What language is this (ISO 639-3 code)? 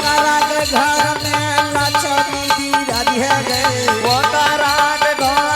anp